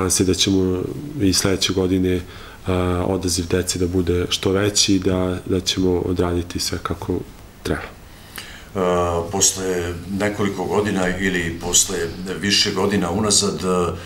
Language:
Serbian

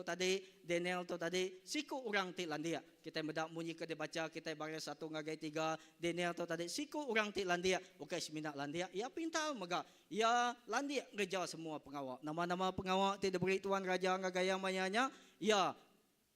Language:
Iban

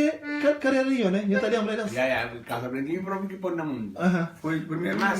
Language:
Kabuverdianu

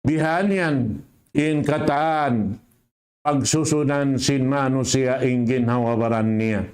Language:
Tausug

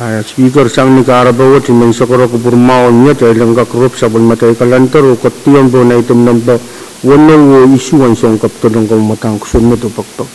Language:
Pohnpeian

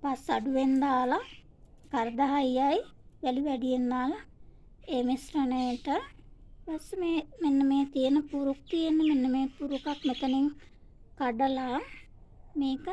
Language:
Sinhala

